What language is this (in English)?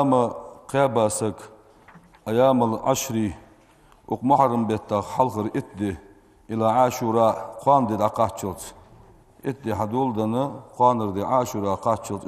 Ingush